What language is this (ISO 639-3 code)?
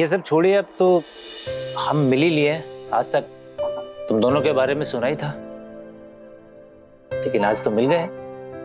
hin